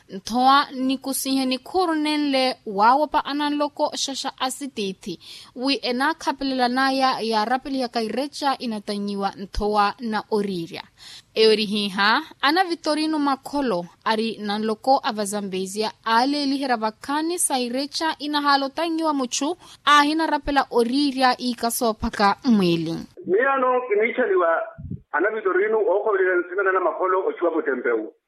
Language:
Makhuwa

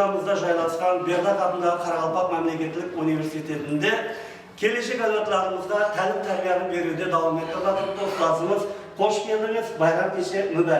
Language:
Kara-Kalpak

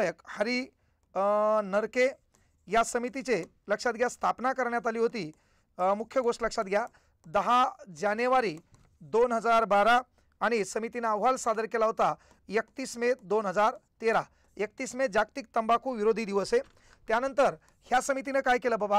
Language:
Marathi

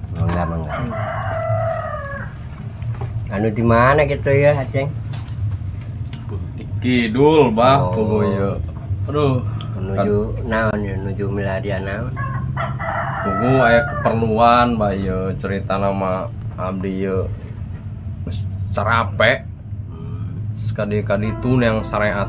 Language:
Sundanese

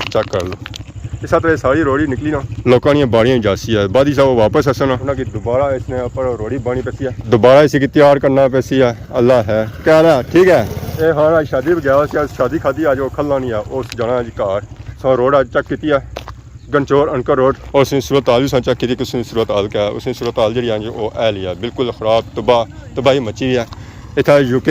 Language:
Pahari-Potwari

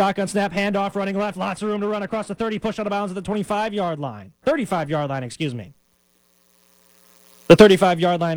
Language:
English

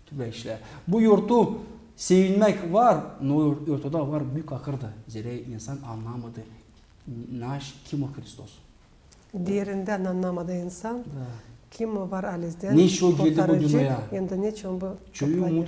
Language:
Gagauz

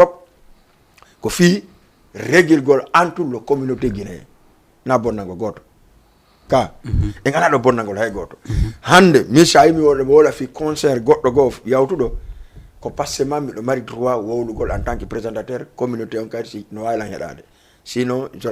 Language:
Fula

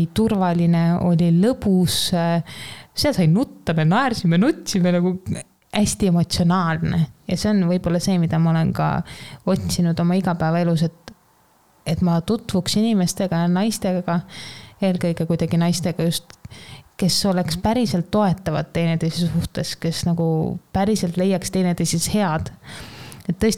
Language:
Estonian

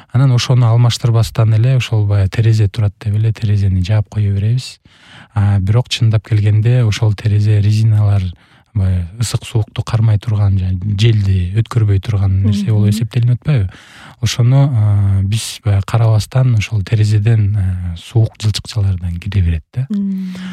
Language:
Kyrgyz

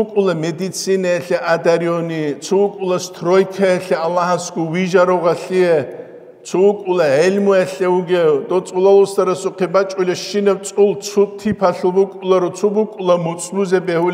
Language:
Avaric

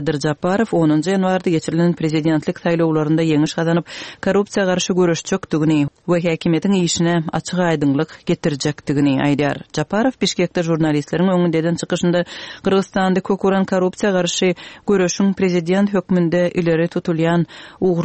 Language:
Kyrgyz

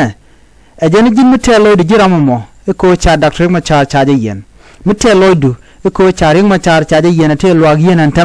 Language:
Nuer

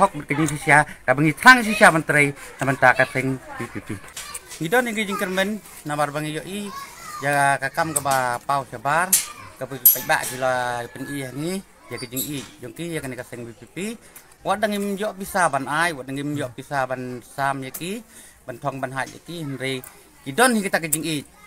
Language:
Khasi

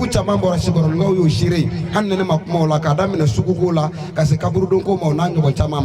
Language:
Bambara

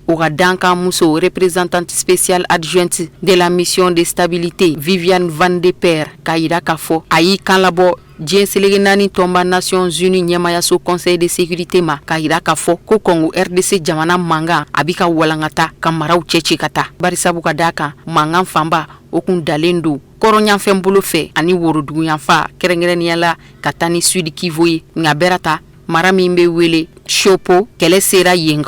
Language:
Bambara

